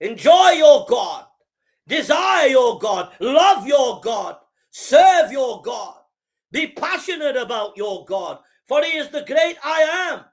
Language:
English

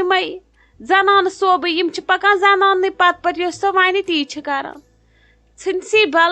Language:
Kashmiri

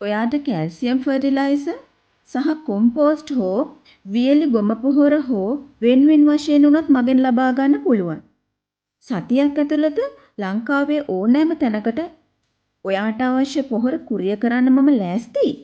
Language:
Sinhala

